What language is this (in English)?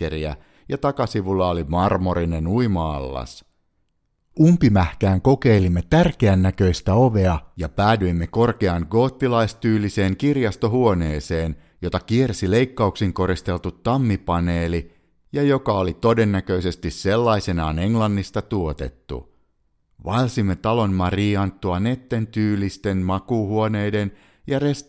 Finnish